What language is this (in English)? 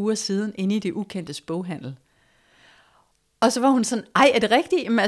Danish